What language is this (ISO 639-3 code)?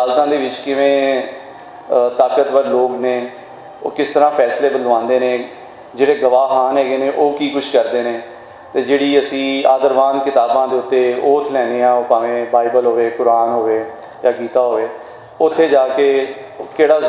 lah